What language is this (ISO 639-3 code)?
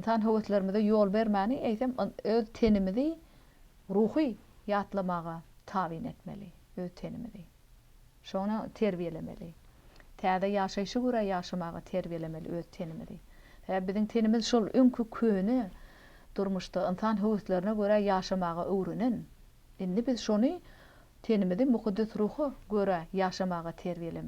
tuk